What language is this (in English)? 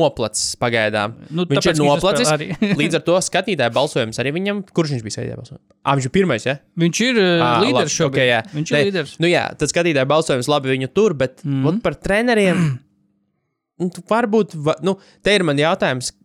Latvian